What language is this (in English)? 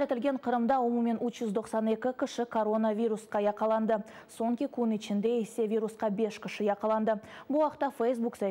Crimean Tatar